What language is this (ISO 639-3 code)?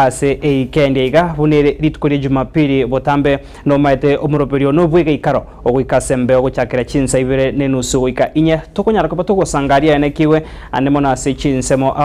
guz